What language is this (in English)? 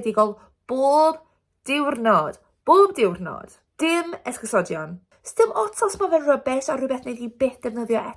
Welsh